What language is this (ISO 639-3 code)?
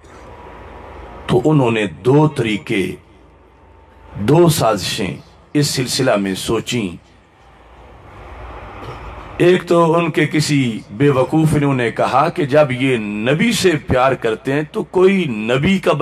urd